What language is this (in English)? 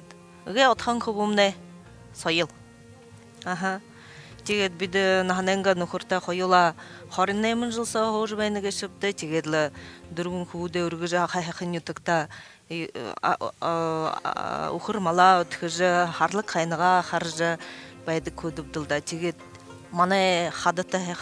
Buriat